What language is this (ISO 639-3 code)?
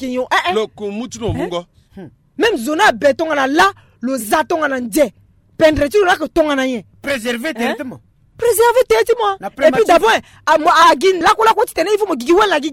sag